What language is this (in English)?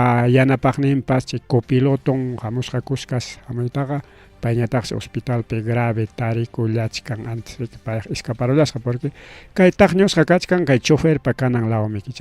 Ayacucho Quechua